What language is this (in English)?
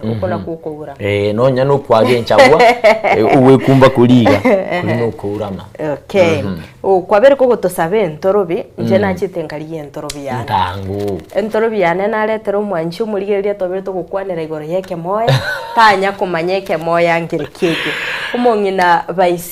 Gusii